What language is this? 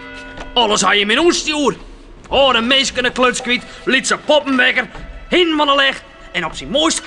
Western Frisian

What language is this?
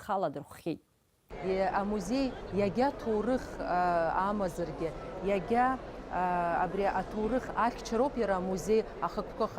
Abkhazian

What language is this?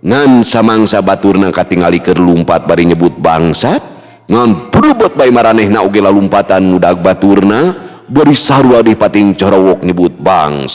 Sundanese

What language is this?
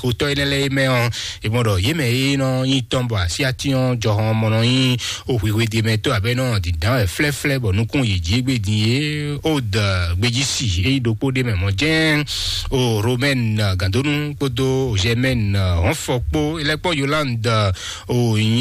Fon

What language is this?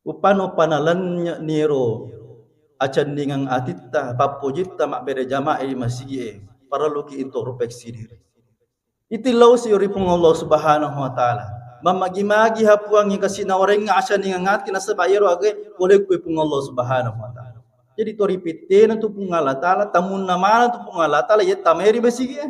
Buginese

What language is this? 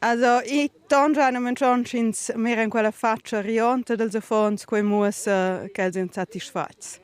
Romansh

